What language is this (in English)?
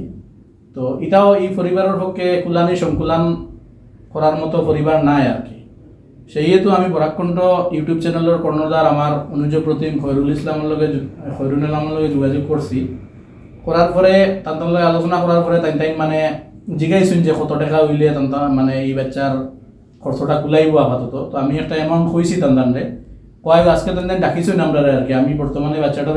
Sylheti